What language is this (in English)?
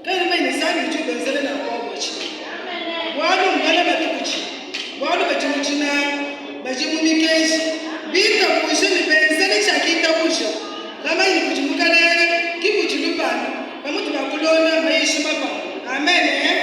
Luba-Lulua